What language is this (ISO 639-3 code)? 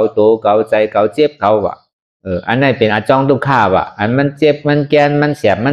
shn